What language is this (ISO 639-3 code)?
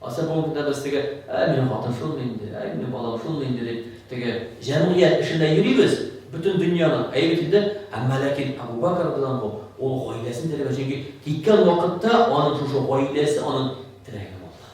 tat